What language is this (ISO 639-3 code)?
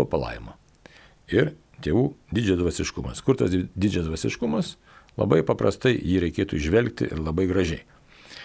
lit